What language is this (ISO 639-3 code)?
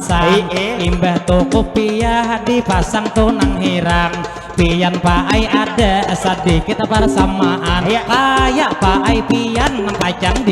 bjn